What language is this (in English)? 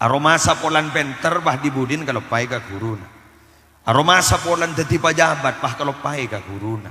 Madurese